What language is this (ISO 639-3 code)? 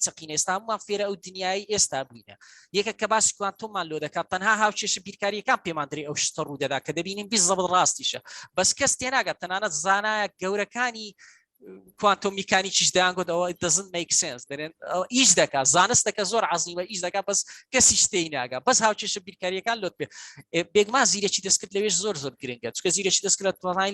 ckb